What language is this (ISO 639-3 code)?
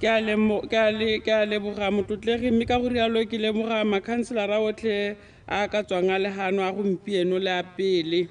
tsn